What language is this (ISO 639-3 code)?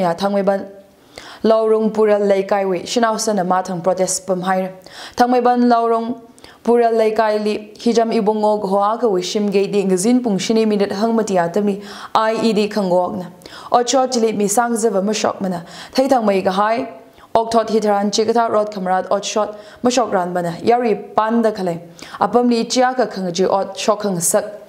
nmf